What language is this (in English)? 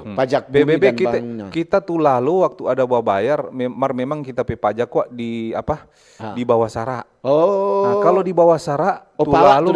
Manado Malay